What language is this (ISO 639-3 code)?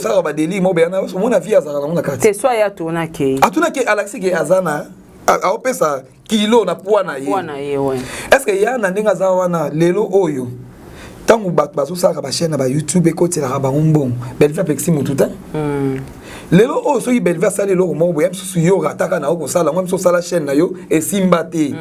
lin